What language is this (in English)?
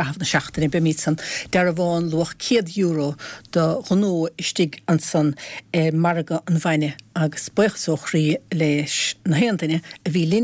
Irish